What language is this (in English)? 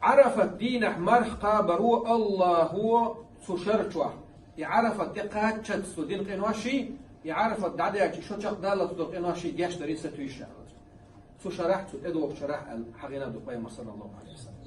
Chechen